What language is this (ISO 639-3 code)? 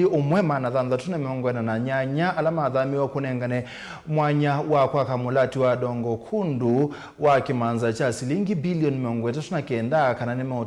kam